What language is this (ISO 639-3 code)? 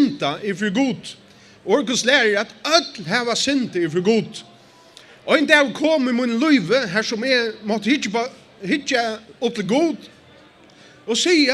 fao